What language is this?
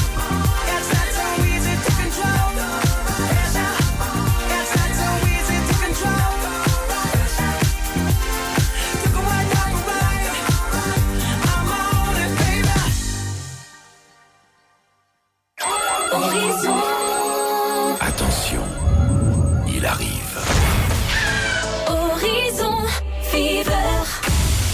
French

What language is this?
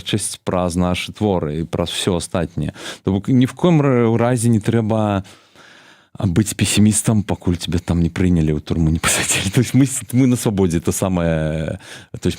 Belarusian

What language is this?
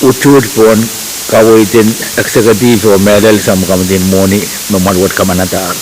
Pohnpeian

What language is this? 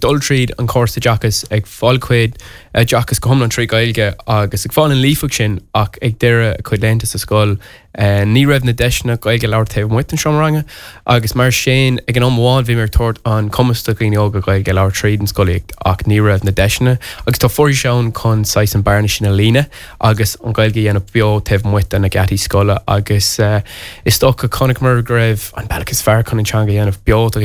Irish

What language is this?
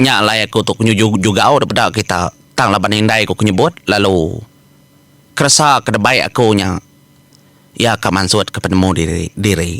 Iban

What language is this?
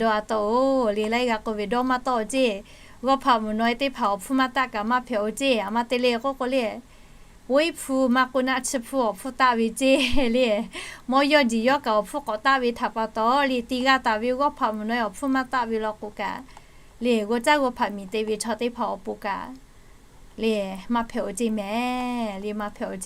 Lahu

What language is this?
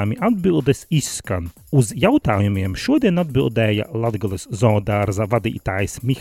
Latvian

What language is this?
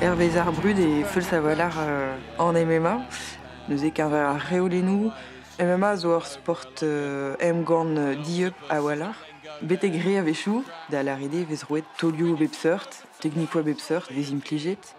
Breton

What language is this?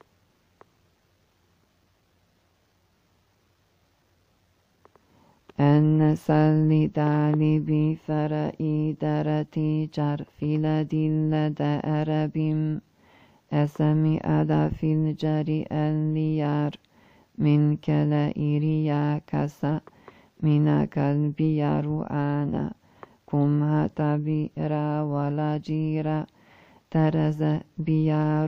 Arabic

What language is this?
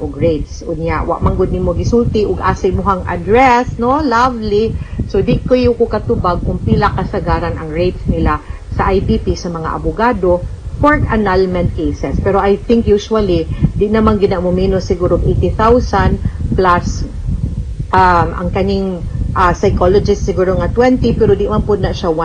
Cebuano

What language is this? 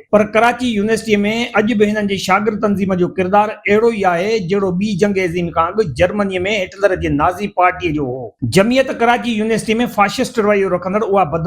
Sindhi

